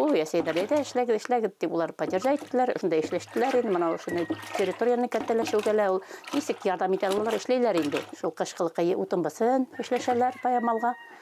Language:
Bashkir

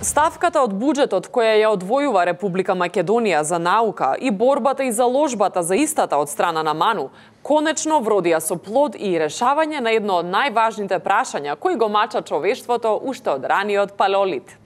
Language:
Macedonian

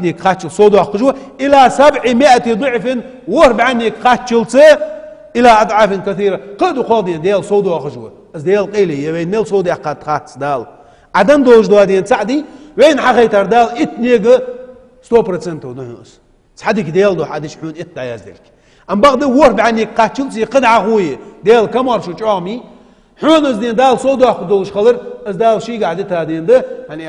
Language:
Ingush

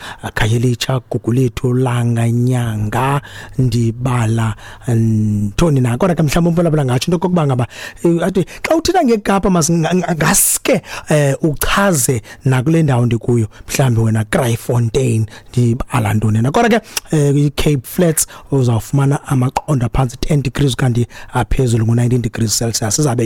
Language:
Xhosa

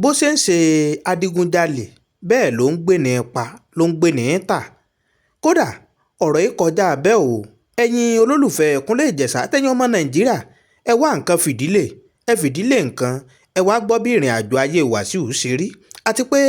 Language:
Yoruba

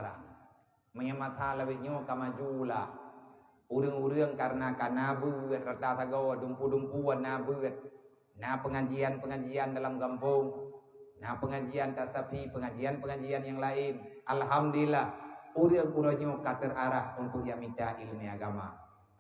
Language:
Achinese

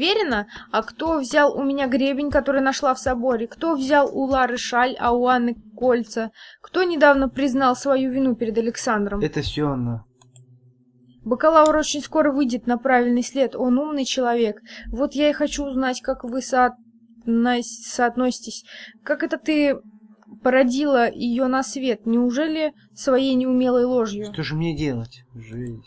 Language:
Russian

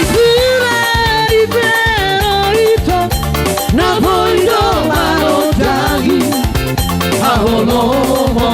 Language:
Batak Toba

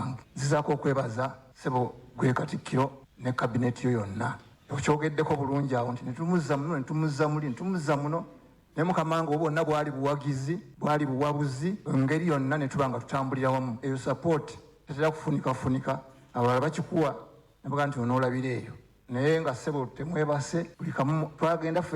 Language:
Ganda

